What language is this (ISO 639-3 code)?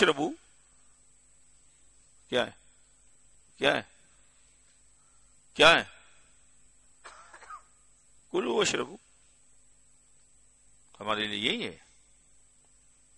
urd